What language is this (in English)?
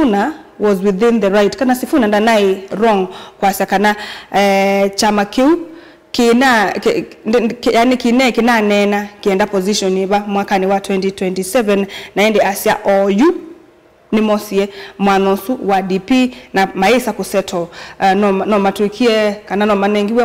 Kamba